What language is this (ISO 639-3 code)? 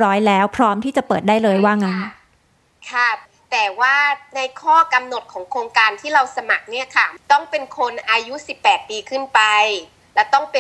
tha